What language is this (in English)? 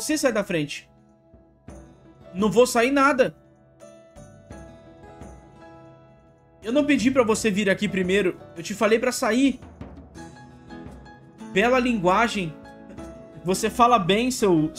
Portuguese